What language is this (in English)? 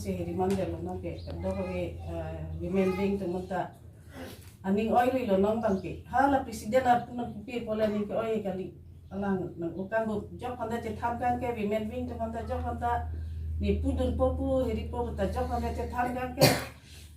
Karbi